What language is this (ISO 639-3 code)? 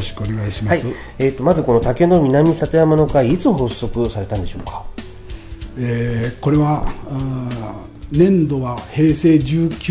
jpn